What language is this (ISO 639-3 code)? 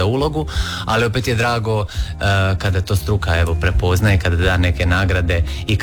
hrv